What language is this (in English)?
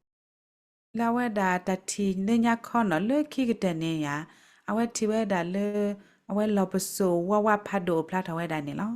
S'gaw Karen